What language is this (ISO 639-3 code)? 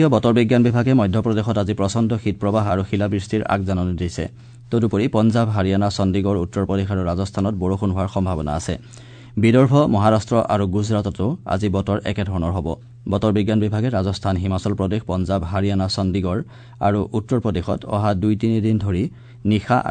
asm